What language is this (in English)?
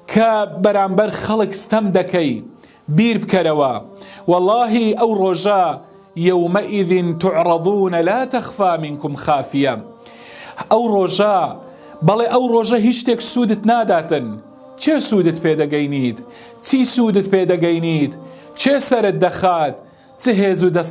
Central Kurdish